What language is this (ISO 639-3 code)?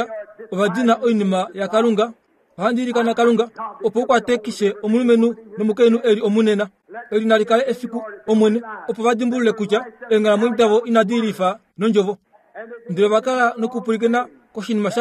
kua